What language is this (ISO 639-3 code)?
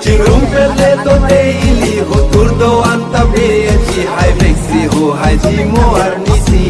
mjw